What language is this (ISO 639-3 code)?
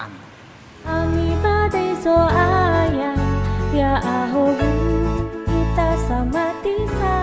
nia